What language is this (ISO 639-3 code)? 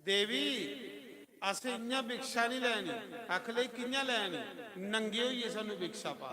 doi